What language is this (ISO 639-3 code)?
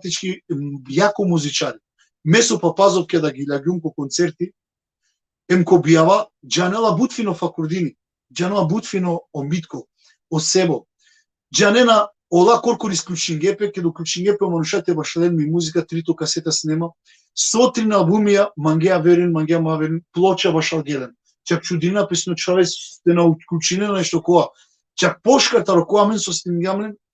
rmn